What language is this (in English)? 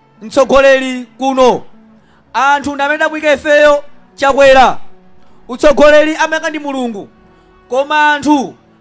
Nyanja